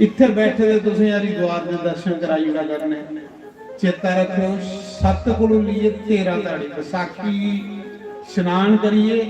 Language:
Dogri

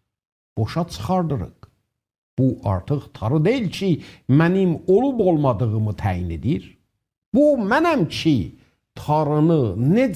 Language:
South Azerbaijani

